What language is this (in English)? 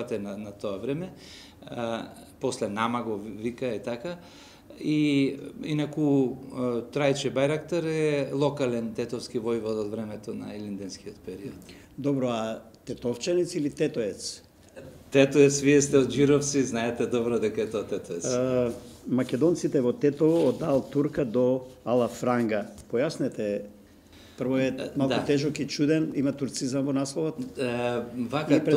Macedonian